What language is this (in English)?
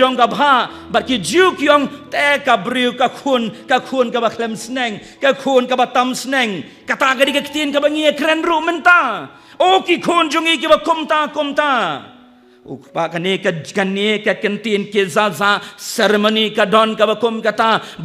Khasi